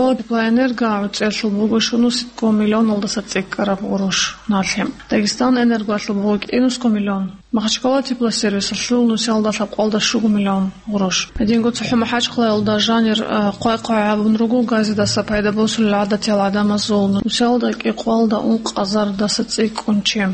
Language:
Avaric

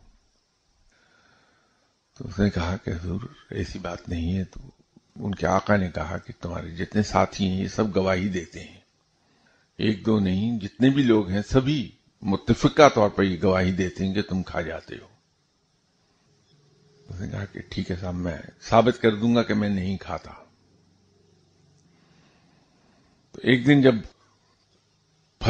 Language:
Urdu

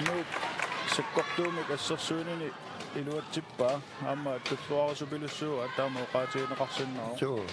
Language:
Kalaallisut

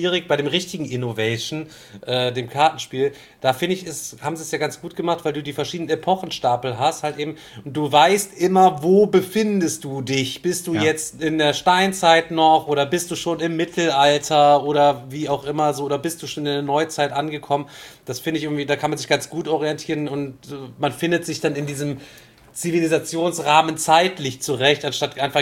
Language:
German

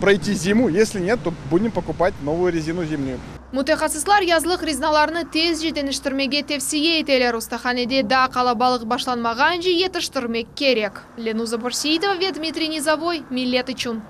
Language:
Crimean Tatar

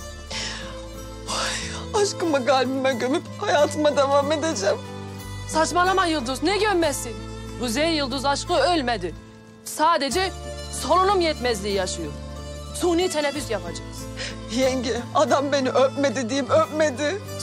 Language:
Turkish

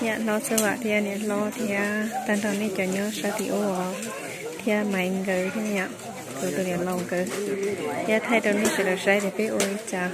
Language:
Hmong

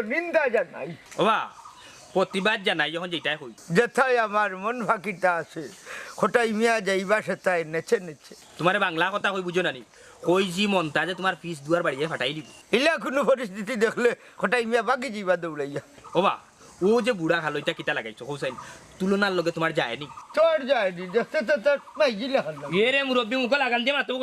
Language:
Sylheti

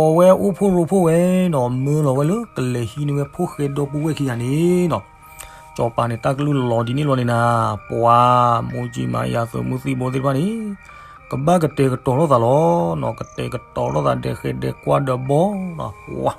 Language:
S'gaw Karen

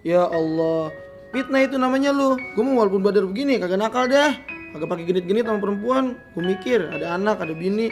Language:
Betawi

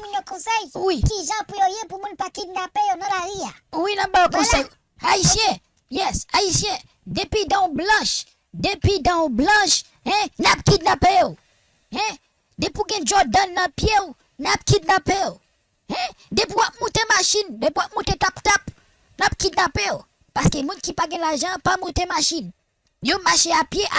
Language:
Haitian Creole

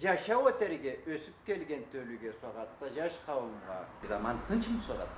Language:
Karachay-Balkar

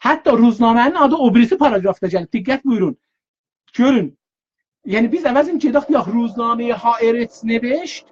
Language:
South Azerbaijani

